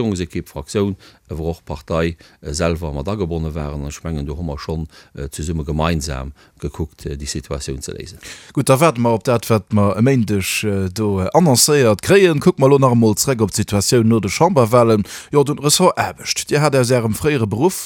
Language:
Luxembourgish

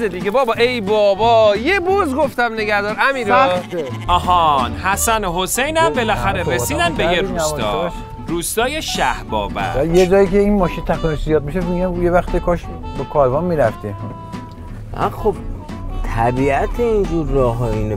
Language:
Persian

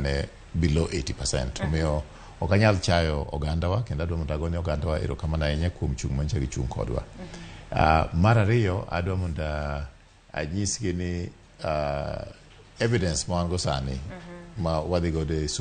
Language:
Luo (Kenya and Tanzania)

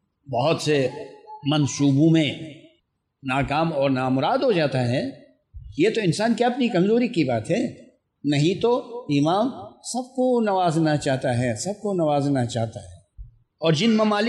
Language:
Urdu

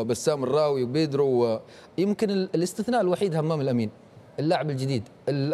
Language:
Tunisian Arabic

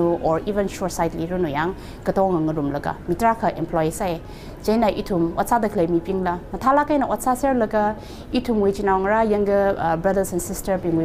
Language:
Tangkhul Naga (India)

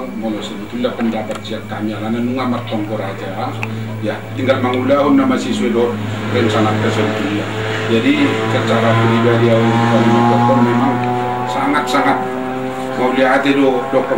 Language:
Batak Toba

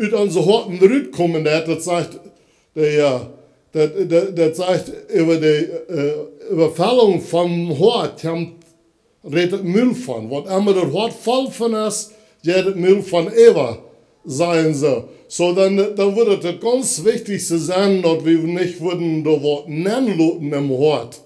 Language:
Plautdietsch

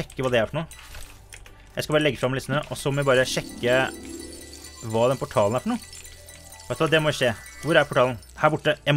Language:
Norwegian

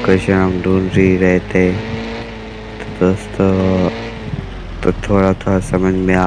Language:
Hindi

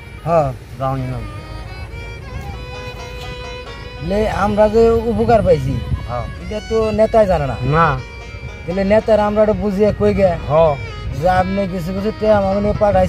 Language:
Bangla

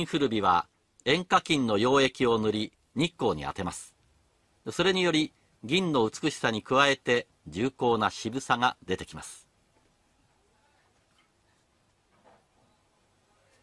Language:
Japanese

